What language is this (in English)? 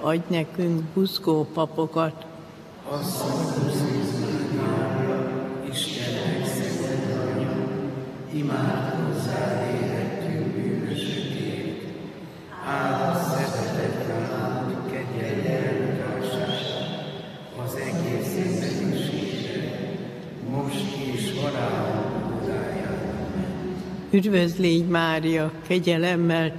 Hungarian